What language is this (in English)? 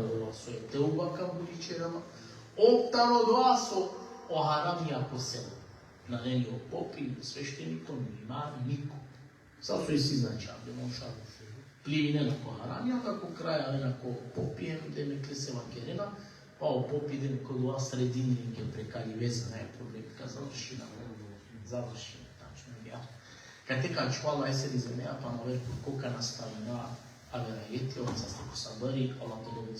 Balkan Romani